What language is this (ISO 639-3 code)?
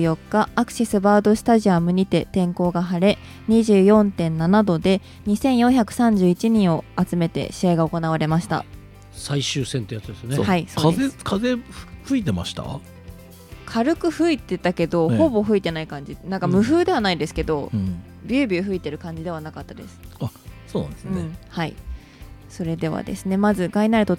jpn